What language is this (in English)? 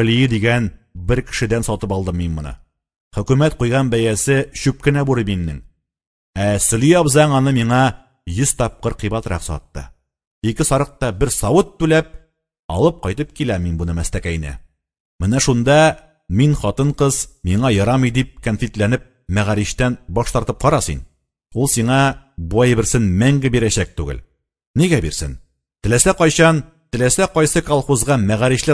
Tatar